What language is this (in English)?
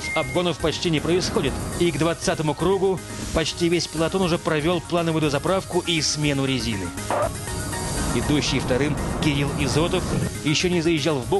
Russian